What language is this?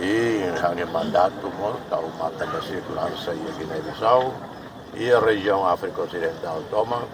Tetum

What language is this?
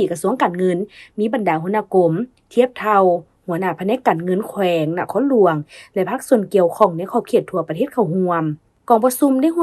Lao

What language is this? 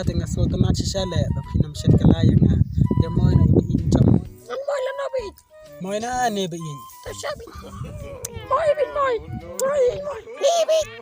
Khasi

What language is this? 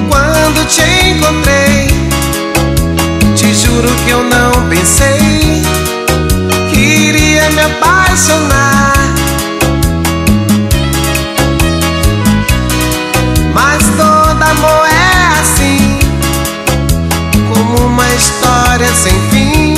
Portuguese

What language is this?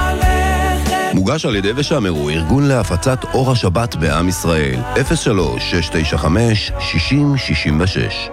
Hebrew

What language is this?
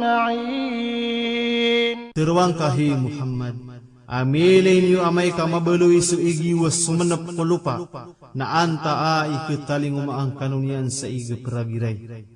Maranao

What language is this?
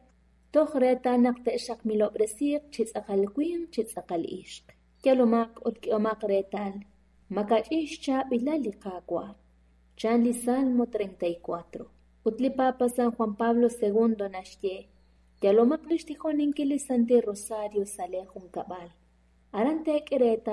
Kekchí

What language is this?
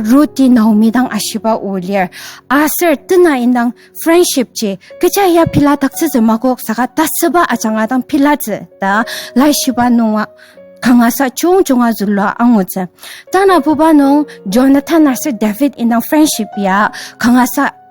Ao Naga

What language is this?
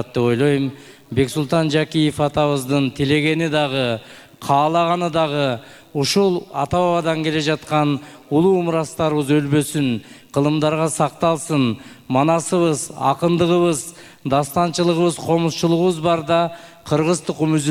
Kyrgyz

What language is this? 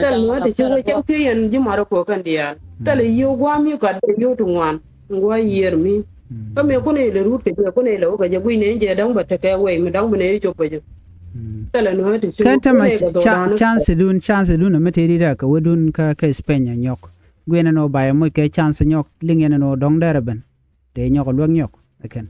Nuer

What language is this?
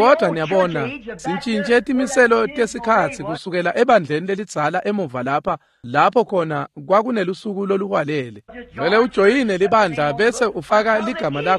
Swati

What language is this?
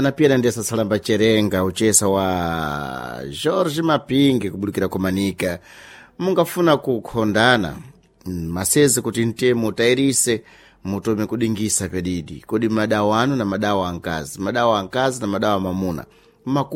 Sena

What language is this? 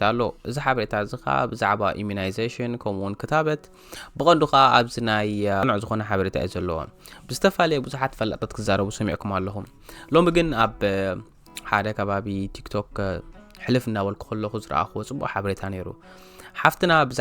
Tigrinya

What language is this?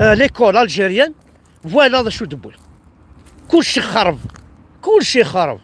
Kabyle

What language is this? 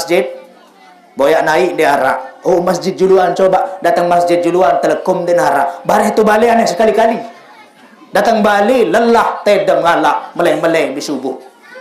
Sasak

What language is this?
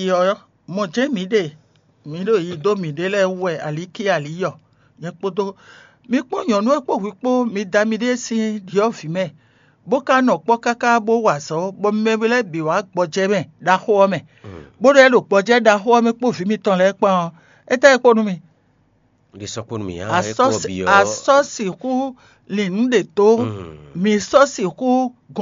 Fon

